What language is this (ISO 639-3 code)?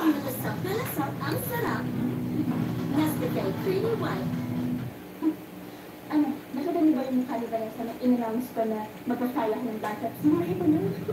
fil